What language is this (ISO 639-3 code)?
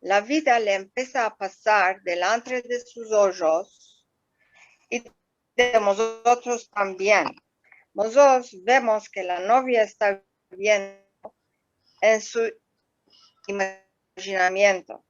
lad